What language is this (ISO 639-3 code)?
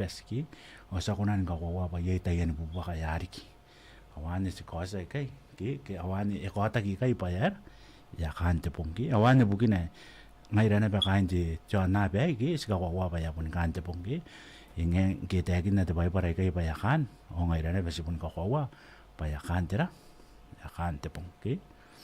gil